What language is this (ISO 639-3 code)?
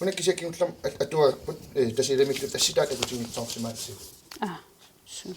kal